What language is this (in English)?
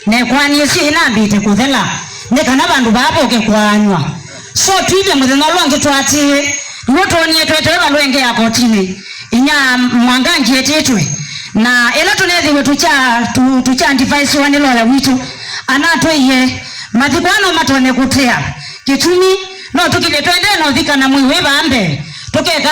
Kamba